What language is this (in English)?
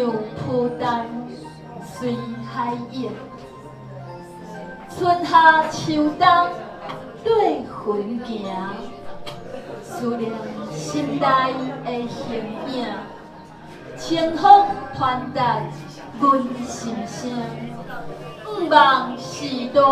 Min Nan Chinese